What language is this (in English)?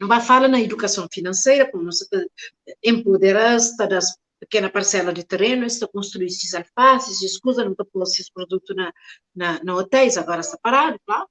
Kabuverdianu